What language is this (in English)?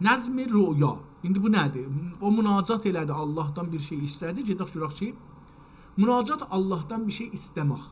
South Azerbaijani